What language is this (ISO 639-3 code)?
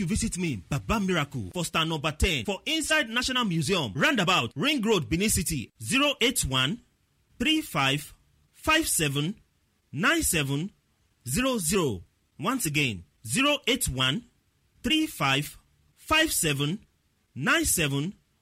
pcm